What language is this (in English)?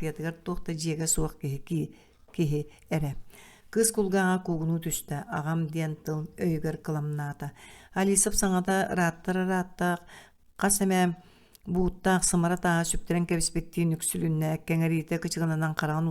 Yakut